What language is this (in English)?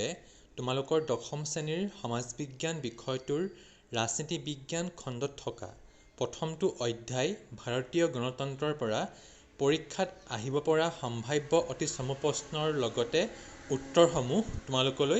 Assamese